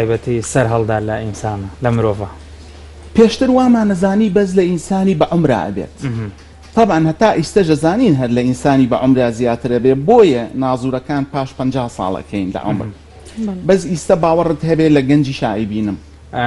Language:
Central Kurdish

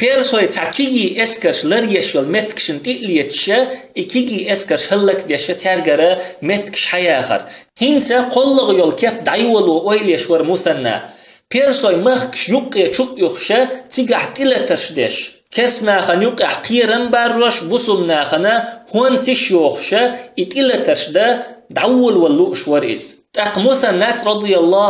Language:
Chechen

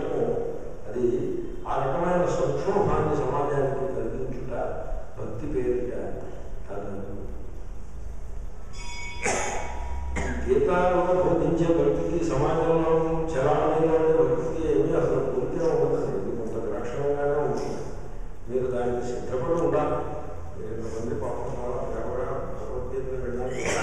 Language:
Telugu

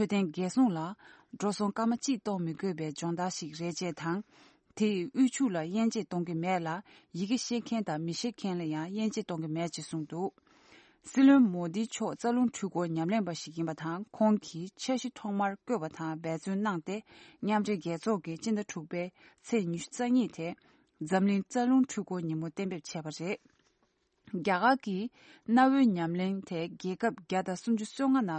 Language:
Tibetan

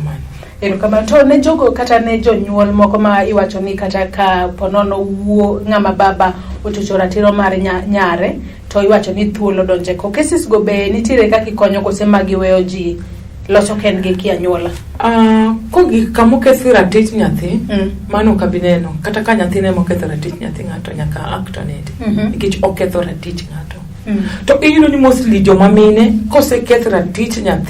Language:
Luo (Kenya and Tanzania)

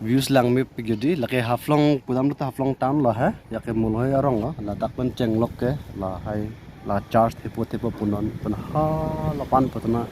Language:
Karbi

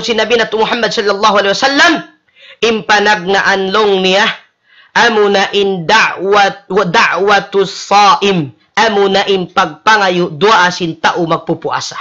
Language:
Tausug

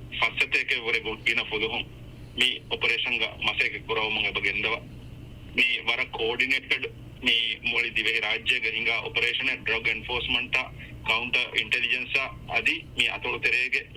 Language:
Divehi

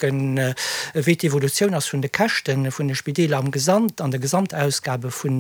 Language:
Luxembourgish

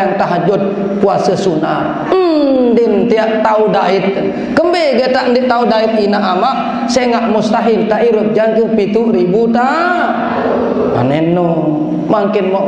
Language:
Sasak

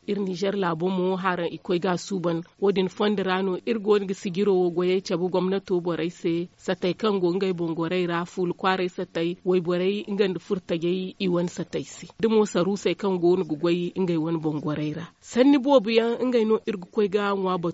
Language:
Zarma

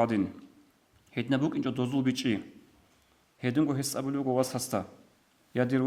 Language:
Avaric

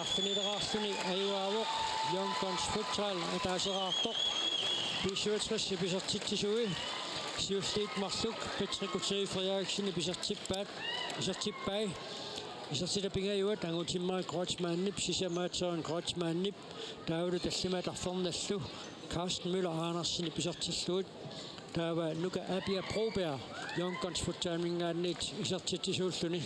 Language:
Kalaallisut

